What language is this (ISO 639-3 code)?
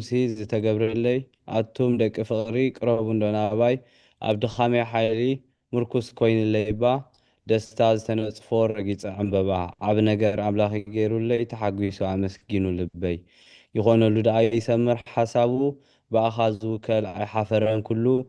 tir